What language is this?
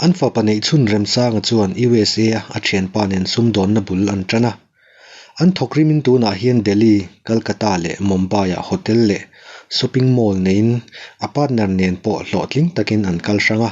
Mizo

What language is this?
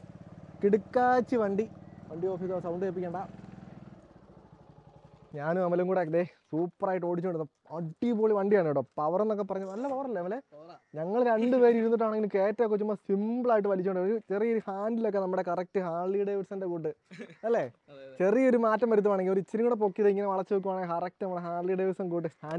Malayalam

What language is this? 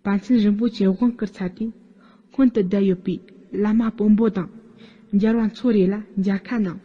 Tibetan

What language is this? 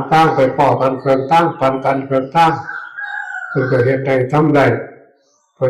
Northeastern Thai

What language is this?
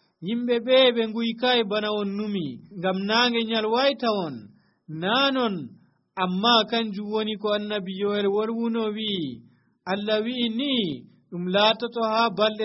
Nigerian Fulfulde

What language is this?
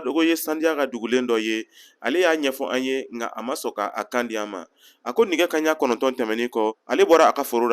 Bambara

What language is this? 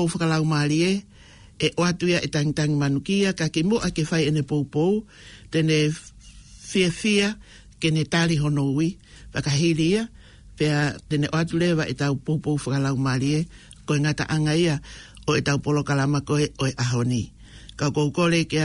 Tongan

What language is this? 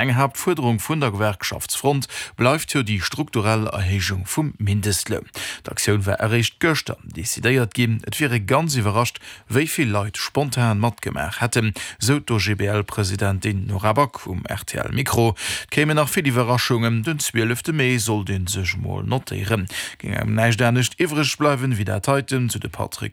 Luxembourgish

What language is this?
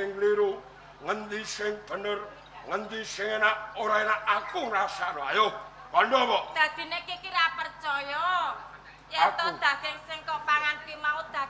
Javanese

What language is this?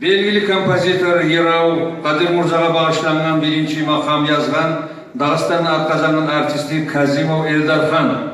Kumyk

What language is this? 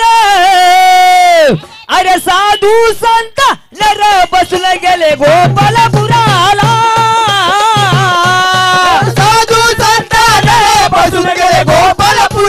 Marathi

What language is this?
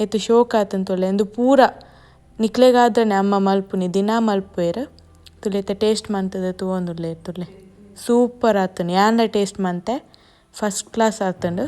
Tulu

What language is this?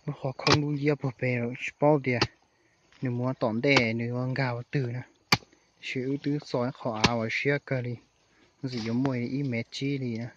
Hmong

